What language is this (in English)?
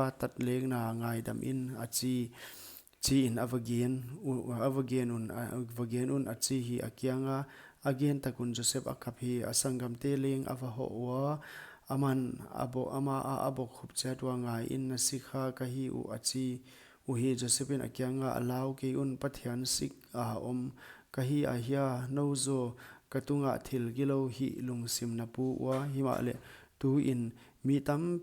Paite Chin